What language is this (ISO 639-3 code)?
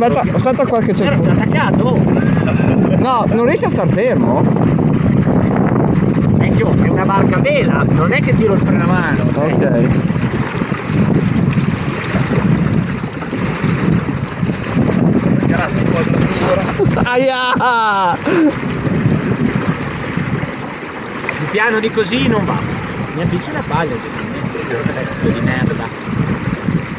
ita